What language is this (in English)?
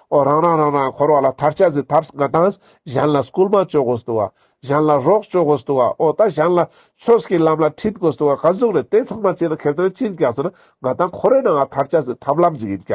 Ladakhi